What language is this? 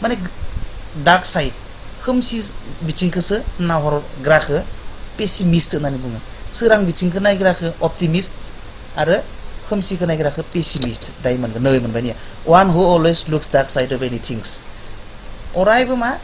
Bodo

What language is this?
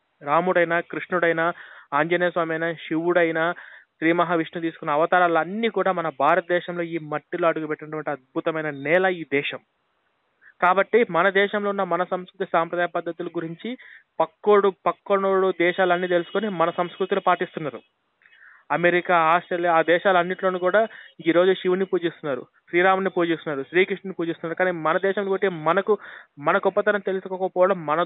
Telugu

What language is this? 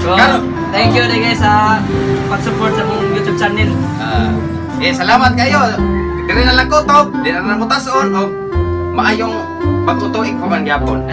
Cebuano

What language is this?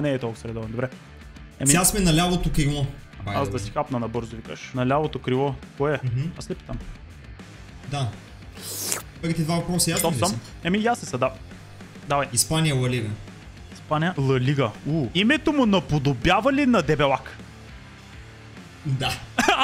Bulgarian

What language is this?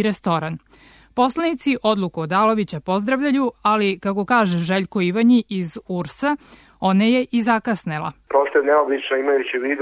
Serbian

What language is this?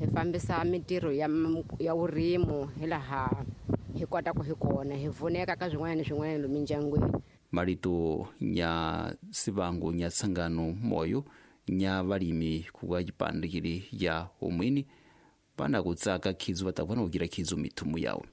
Tsonga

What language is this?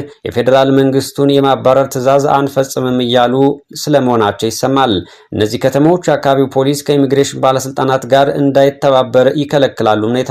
Amharic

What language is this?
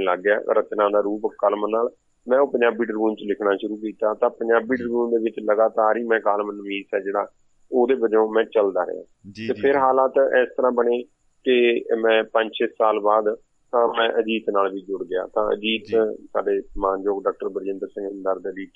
Punjabi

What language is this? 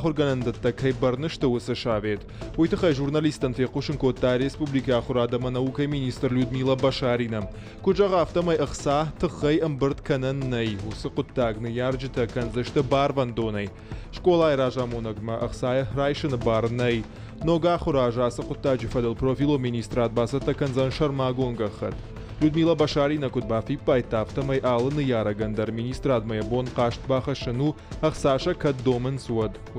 Ossetic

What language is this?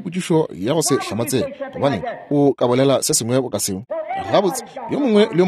Northern Sotho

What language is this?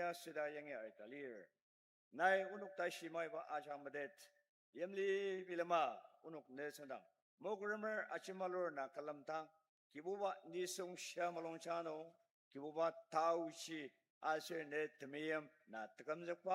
Ao Naga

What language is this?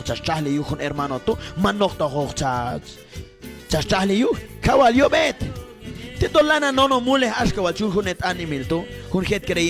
Q'anjob'al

